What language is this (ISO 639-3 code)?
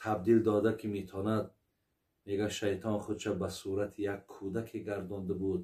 tgk